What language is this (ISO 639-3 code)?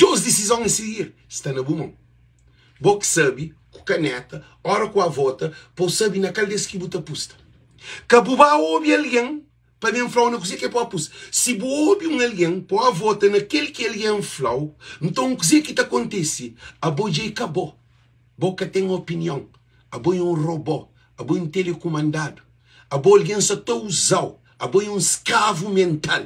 kea